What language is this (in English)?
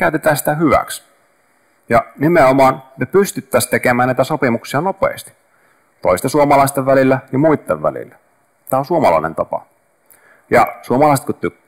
Finnish